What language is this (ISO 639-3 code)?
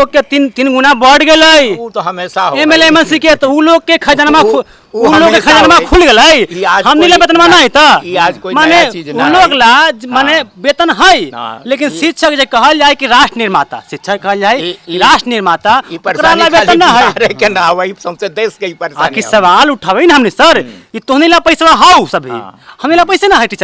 mag